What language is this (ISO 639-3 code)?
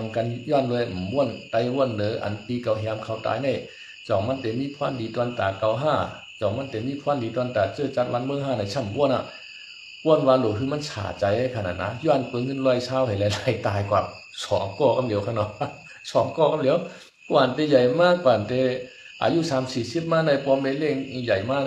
shn